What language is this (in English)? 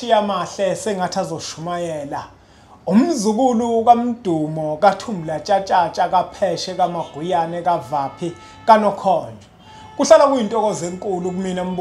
Zulu